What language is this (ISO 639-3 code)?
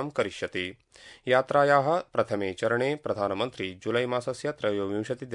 san